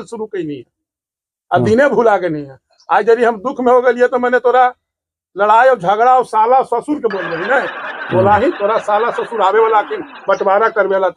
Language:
Magahi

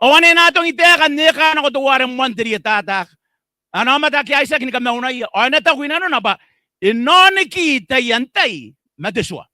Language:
Gilbertese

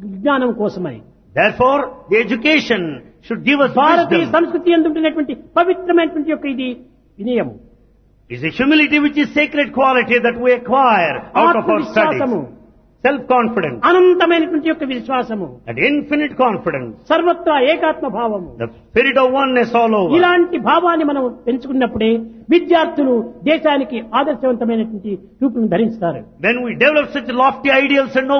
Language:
Telugu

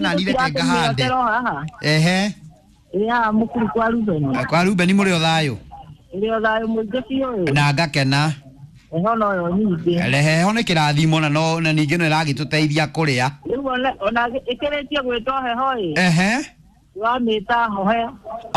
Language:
Kikuyu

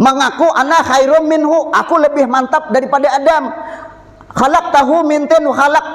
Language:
Banjar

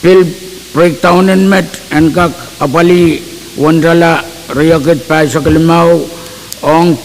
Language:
Pohnpeian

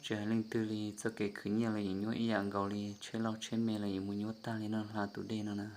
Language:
Hmong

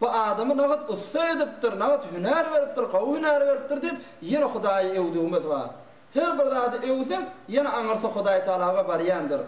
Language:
Turkmen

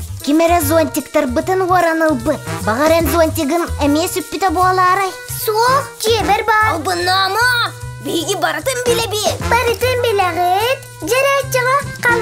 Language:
Yakut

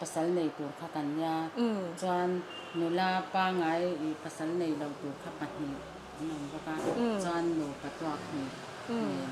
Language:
Mizo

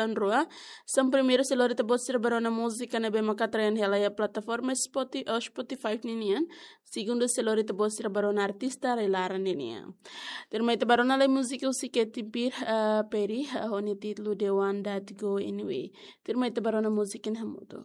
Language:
Tetum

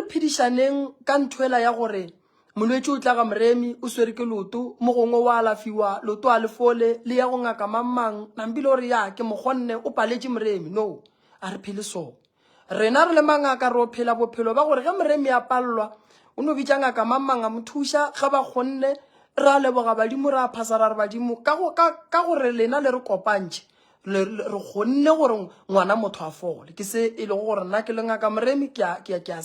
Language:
Northern Sotho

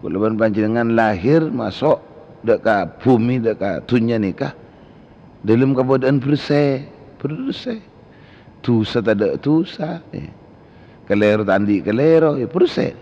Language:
Madurese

